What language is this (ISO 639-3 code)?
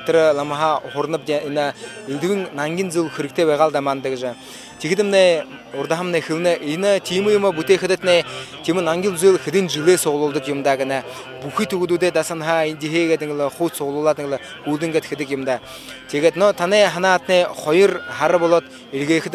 bua